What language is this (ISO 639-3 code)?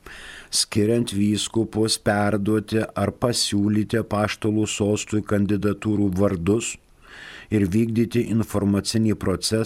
lit